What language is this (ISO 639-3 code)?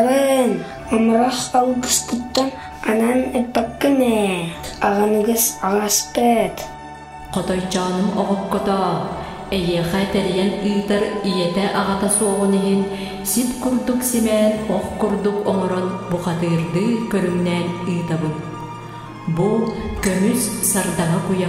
sah